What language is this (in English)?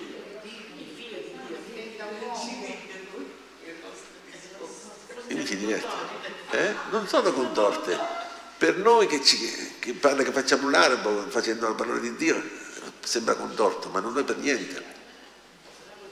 Italian